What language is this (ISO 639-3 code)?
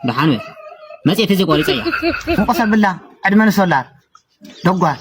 tir